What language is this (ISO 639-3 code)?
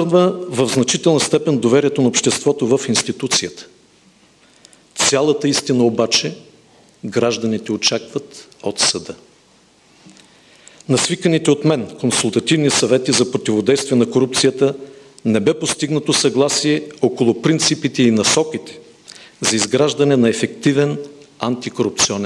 bul